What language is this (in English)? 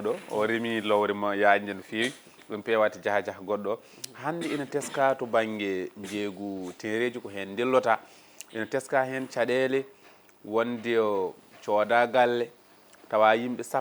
Fula